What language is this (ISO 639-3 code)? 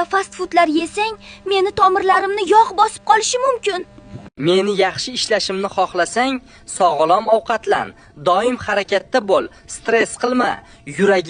uzb